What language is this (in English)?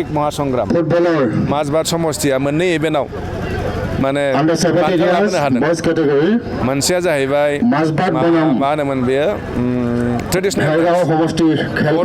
Bodo